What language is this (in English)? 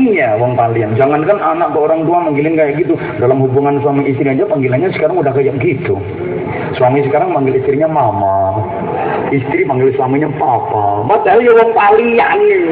Javanese